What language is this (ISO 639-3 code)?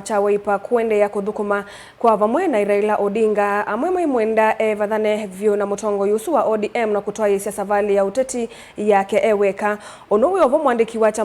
kam